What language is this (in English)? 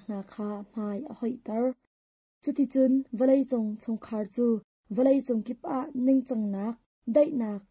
Hakha Chin